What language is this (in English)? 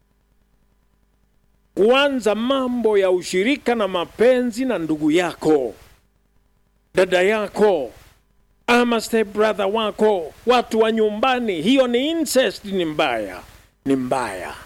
Swahili